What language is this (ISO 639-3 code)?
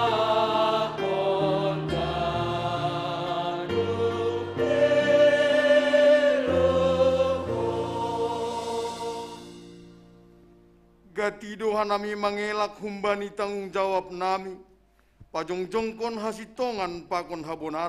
bts